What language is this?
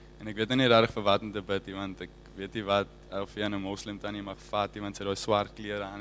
Afrikaans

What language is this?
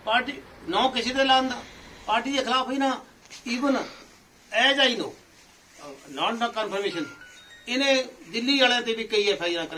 Punjabi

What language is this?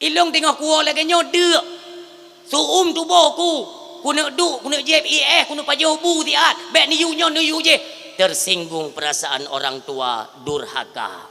Achinese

